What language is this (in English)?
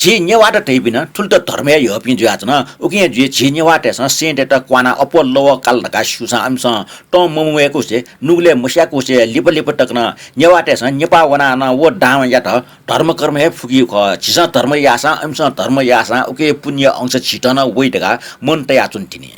Newari